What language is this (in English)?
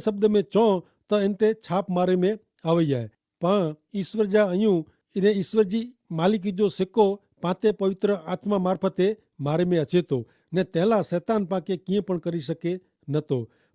Kachhi